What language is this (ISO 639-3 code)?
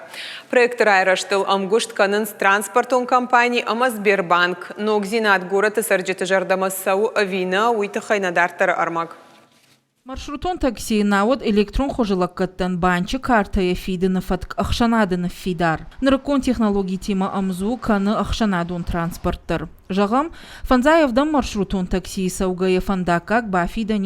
oss